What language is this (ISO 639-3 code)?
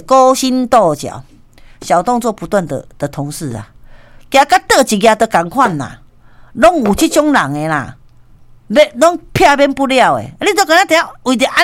nan